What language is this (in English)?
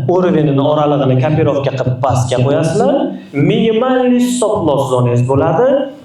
Uzbek